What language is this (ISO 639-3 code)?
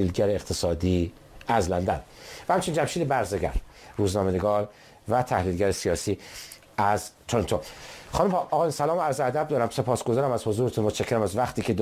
fas